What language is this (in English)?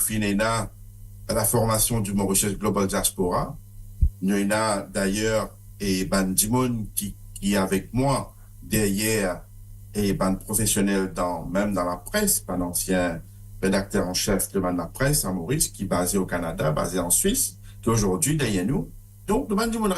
Morisyen